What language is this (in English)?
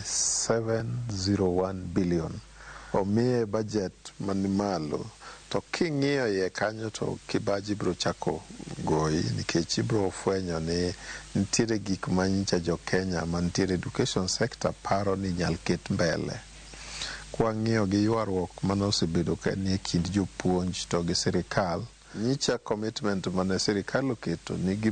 Luo (Kenya and Tanzania)